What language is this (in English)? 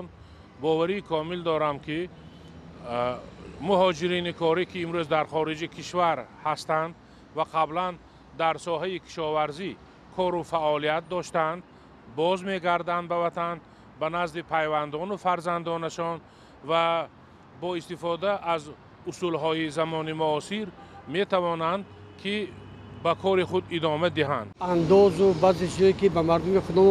Tajik